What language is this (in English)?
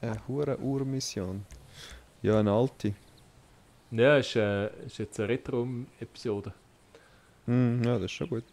Swiss German